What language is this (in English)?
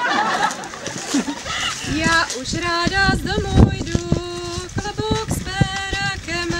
Czech